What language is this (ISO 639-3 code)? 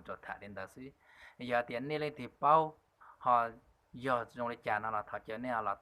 hmn